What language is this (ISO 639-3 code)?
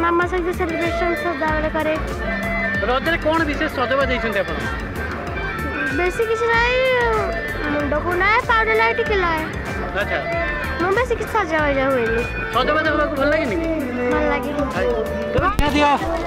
ori